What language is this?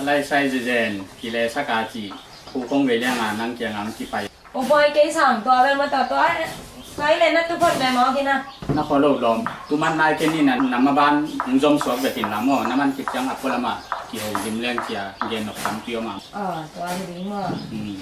Tedim Chin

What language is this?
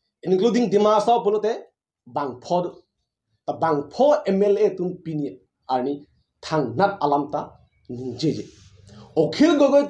Karbi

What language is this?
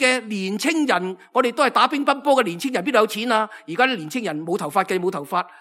Cantonese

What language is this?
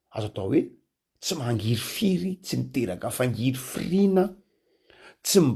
Malagasy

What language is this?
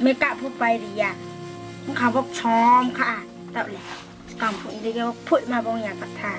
Riang (India)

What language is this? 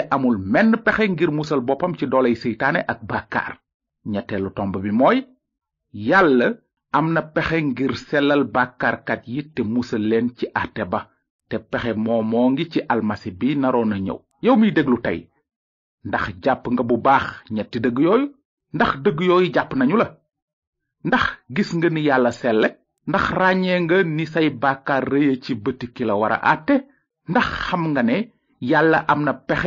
Wolof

